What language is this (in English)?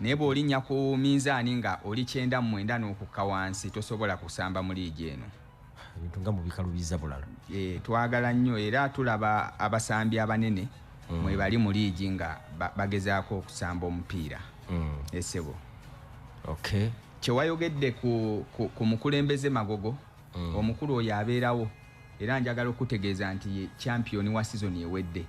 Ganda